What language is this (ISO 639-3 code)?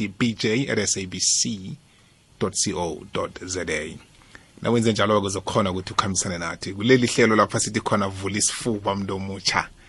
nbl